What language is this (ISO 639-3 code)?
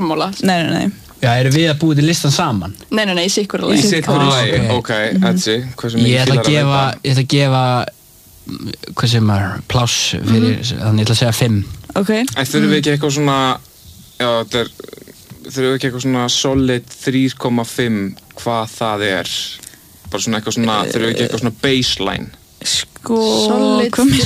isl